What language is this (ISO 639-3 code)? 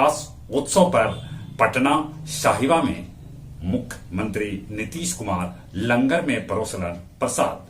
mag